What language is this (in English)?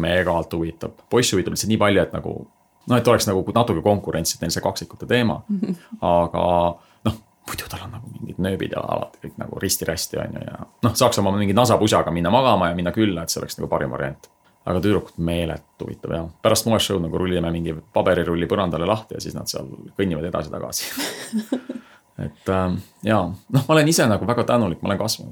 Estonian